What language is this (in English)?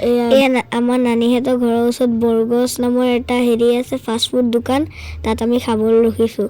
Assamese